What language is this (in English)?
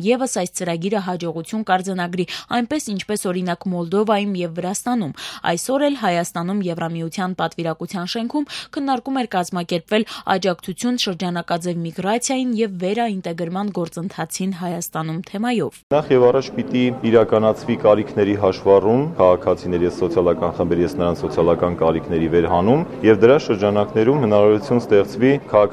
Armenian